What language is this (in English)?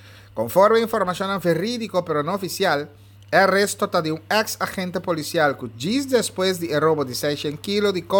Papiamento